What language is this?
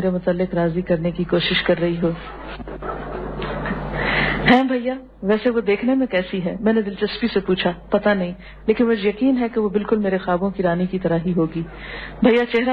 Urdu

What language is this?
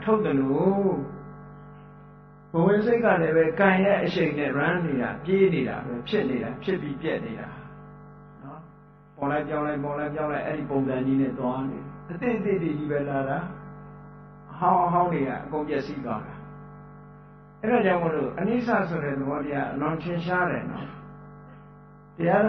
Burmese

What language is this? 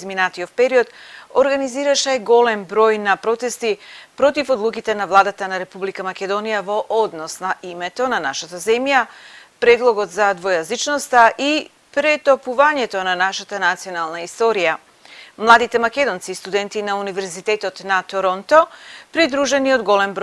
Macedonian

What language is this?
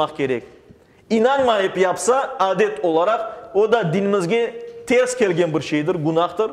Crimean Tatar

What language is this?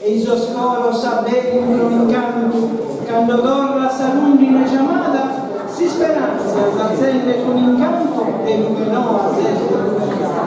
Sardinian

